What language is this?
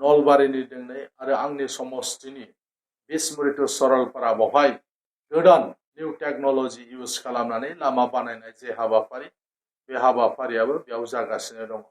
Bodo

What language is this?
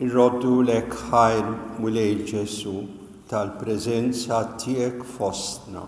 Maltese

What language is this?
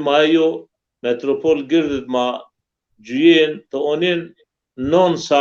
Zaza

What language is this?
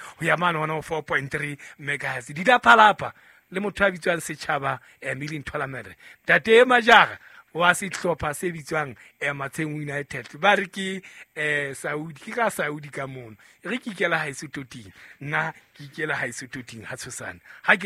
Southern Sotho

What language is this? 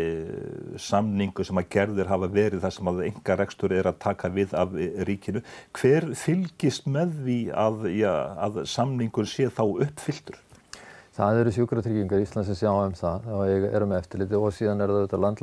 Icelandic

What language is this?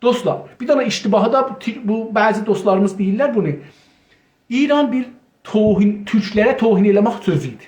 South Azerbaijani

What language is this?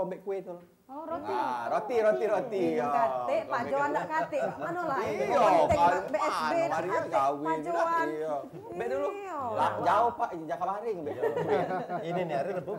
Musi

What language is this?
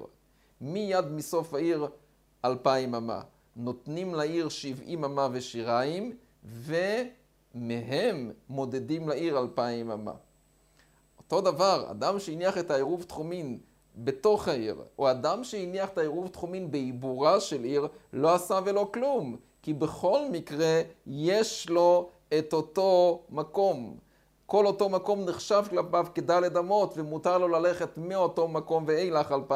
Hebrew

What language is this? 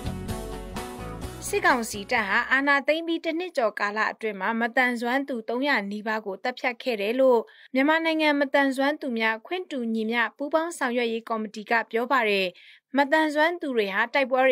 Burmese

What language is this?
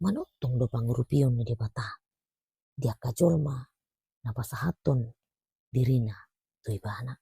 Batak Toba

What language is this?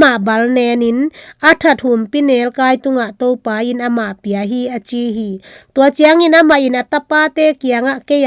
Tedim Chin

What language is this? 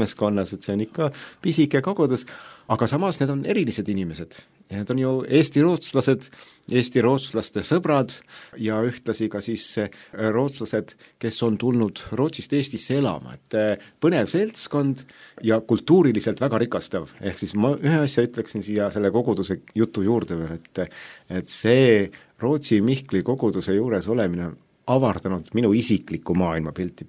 Estonian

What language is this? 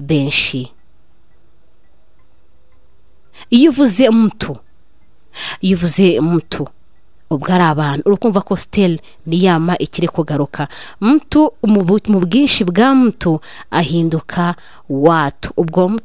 Kinyarwanda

